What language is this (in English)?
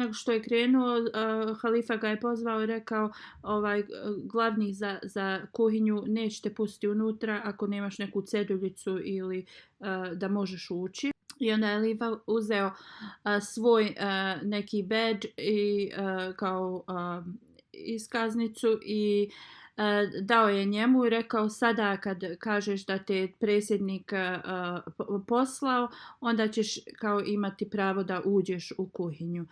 Bosnian